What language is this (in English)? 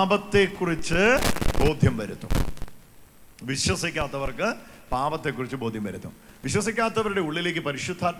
Malayalam